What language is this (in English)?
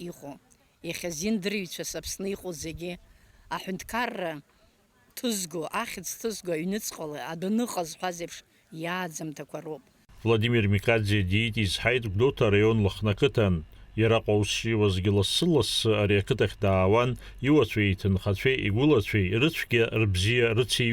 Abkhazian